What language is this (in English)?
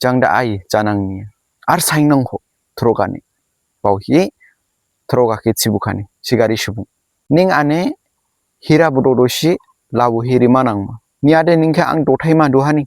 Dimasa